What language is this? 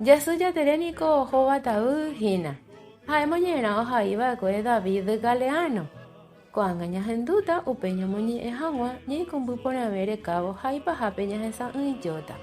Guarani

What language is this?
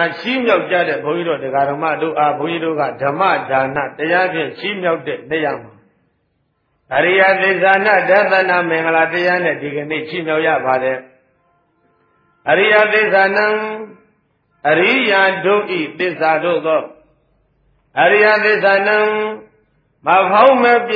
Burmese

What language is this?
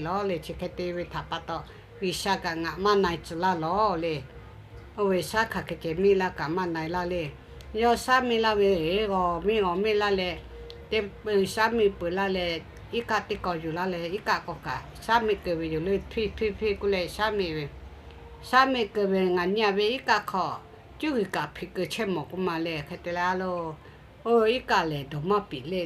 Lahu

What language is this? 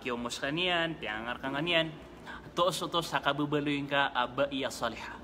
Maranao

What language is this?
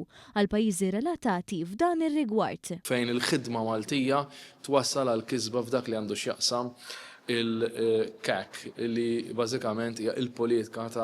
Maltese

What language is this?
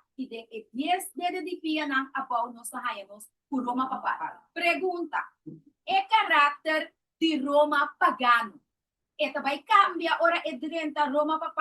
Papiamento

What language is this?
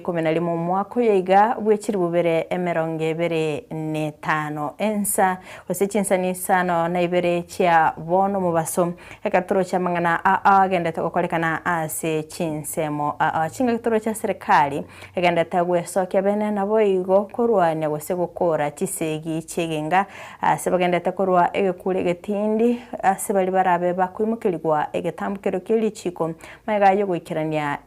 Gusii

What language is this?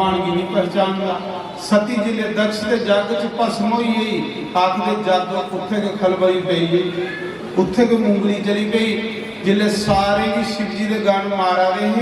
Dogri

